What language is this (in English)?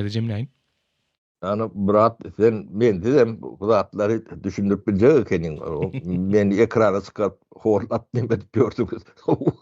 Turkmen